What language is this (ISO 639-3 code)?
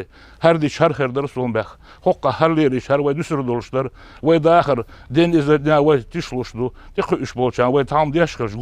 che